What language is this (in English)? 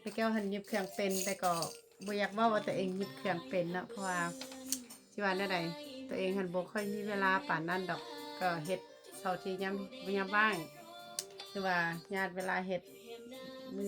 Lao